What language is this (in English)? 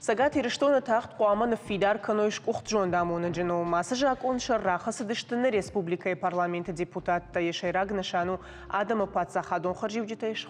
Ossetic